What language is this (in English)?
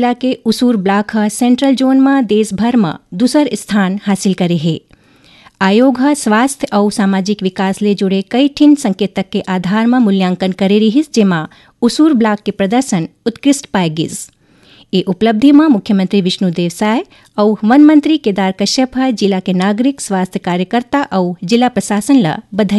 Chhattisgarhi